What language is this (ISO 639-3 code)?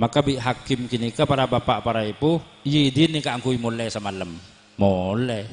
mad